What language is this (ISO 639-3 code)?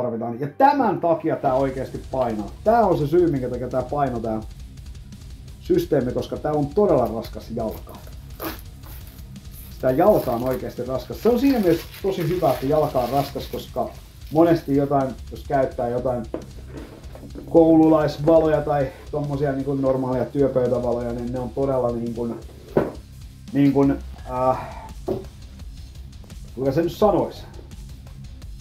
fin